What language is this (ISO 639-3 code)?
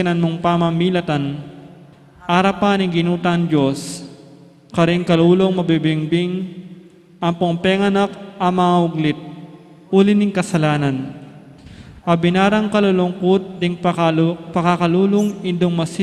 pam